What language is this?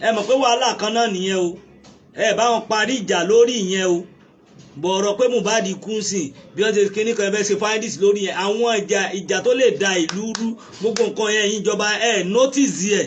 Yoruba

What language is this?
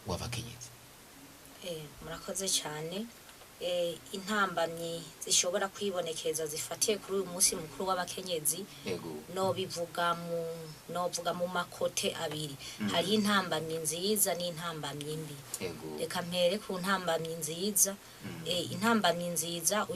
Rundi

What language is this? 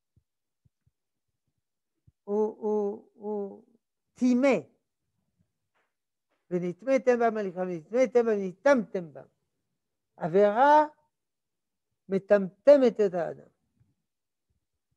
Hebrew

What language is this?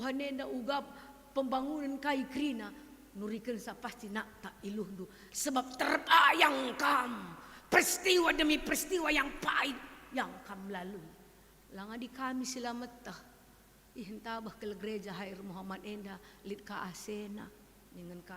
Batak Karo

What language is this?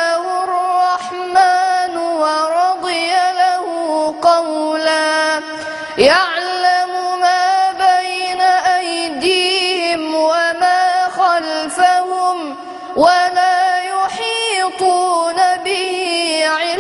Arabic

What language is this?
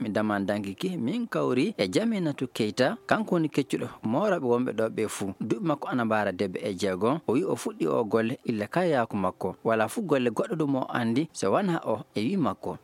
Fula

